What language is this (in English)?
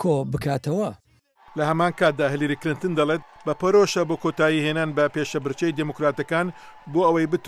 Central Kurdish